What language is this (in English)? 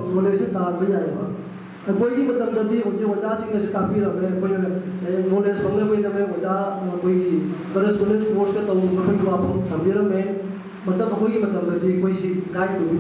Manipuri